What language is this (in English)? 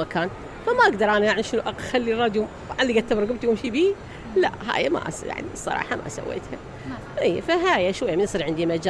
Mesopotamian Arabic